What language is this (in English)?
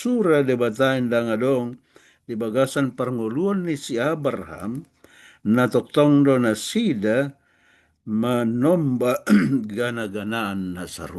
Batak Toba